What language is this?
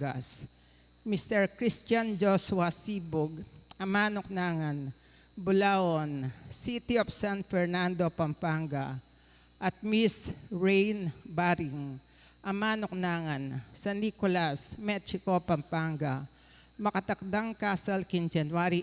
Pampanga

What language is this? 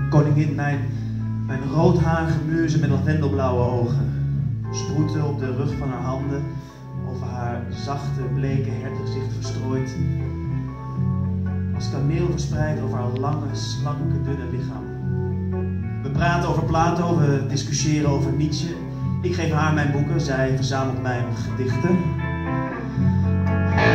Dutch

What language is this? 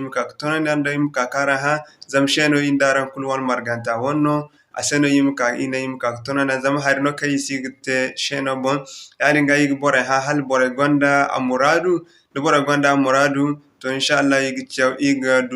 Zarma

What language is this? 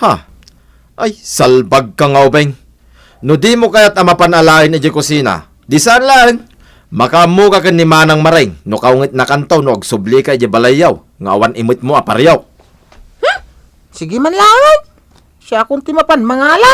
Iloko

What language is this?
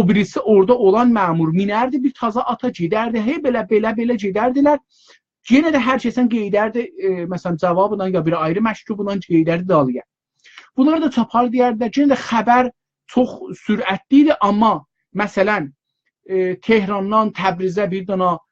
South Azerbaijani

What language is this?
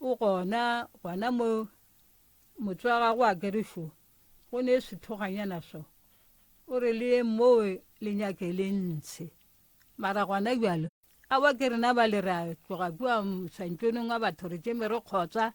Northern Sotho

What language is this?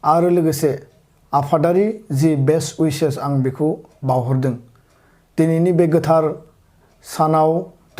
Bodo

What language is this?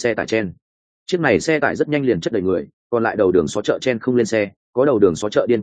Vietnamese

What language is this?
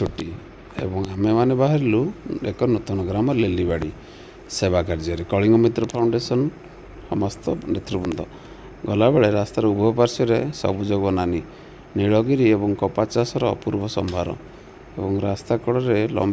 Odia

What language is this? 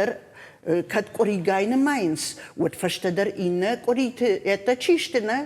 Ossetic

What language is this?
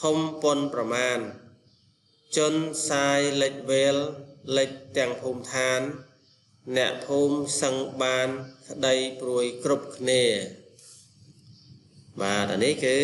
Khmer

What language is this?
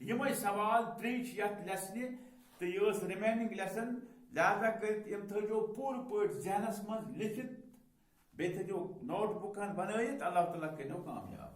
Kashmiri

